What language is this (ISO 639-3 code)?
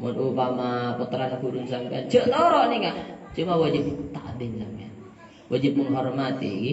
mad